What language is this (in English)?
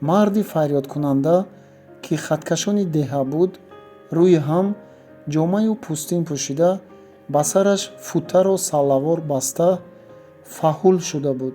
Tajik